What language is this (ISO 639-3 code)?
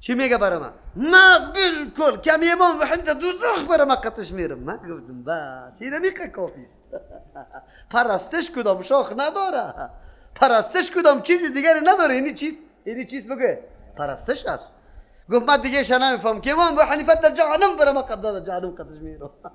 fas